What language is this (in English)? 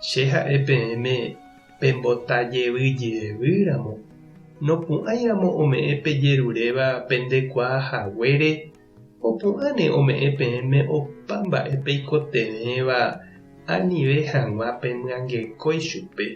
Guarani